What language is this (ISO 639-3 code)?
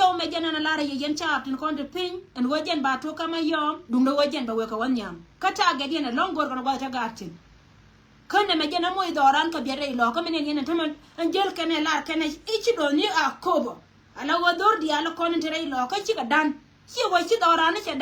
nus